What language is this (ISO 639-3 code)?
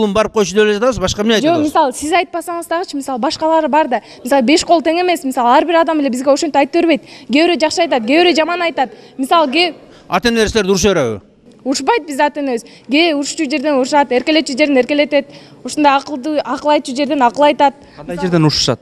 kir